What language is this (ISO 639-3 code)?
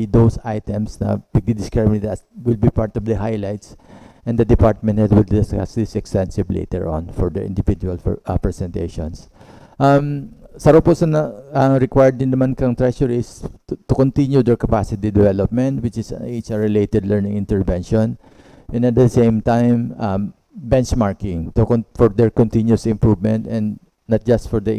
bik